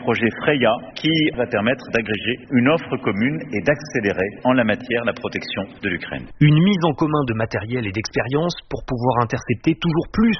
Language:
French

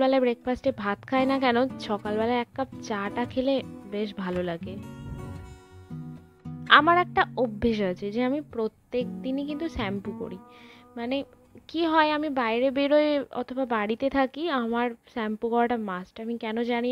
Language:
Bangla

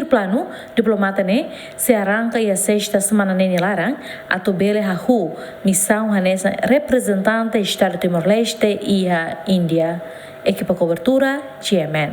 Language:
Tetum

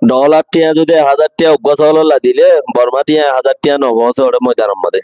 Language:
Rohingya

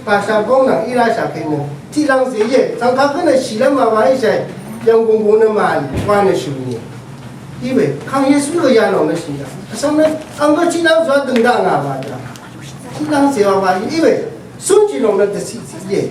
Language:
Rawang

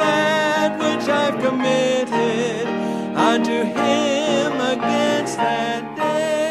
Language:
English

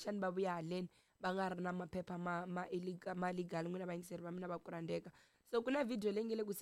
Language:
Tsonga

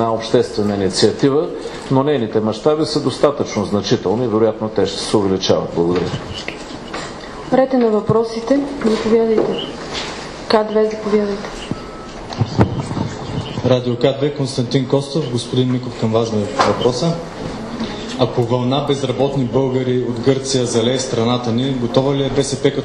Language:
Bulgarian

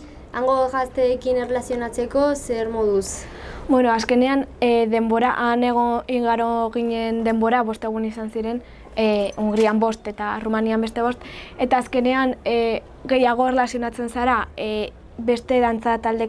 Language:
Basque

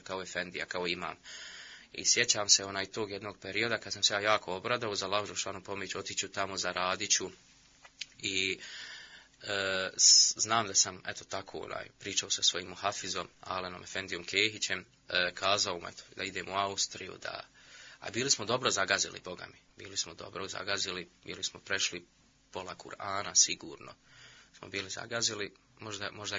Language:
Bosnian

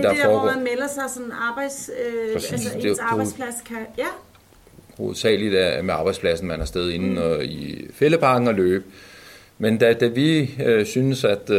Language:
Danish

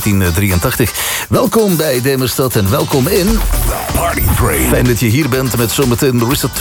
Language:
Dutch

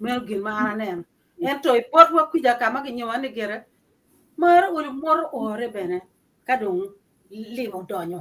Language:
Acoli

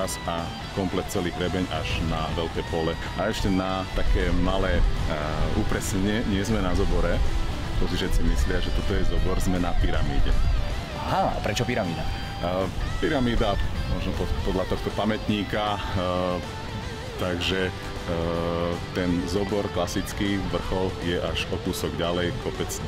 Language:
Slovak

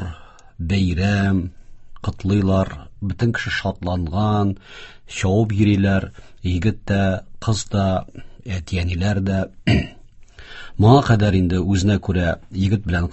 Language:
Tatar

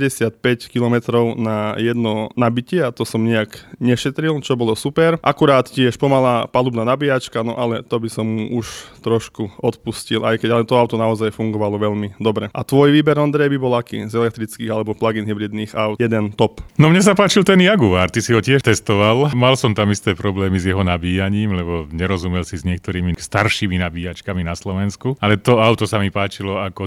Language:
Slovak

